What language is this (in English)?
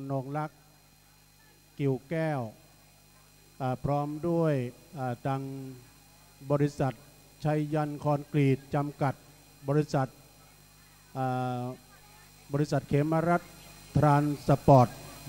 Thai